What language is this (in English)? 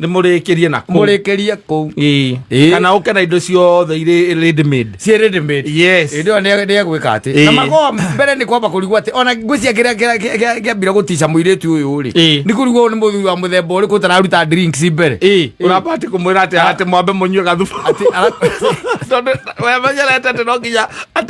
Kikuyu